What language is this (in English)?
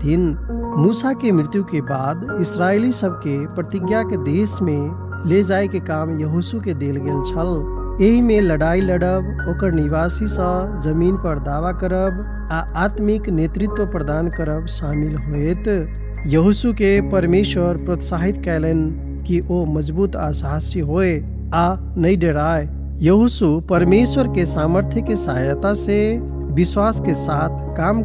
Maithili